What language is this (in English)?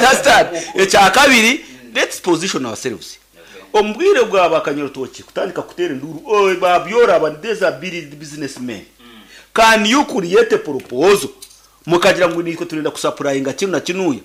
Nyankole